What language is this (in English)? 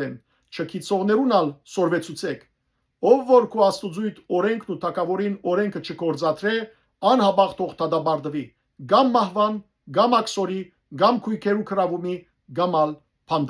Western Armenian